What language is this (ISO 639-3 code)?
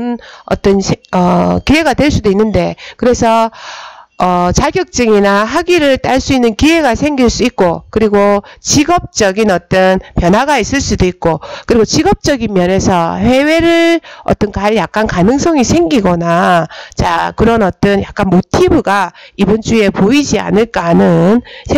kor